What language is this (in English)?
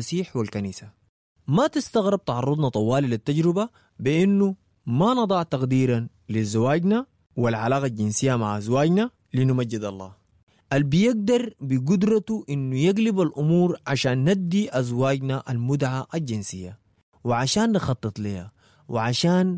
Sudanese Arabic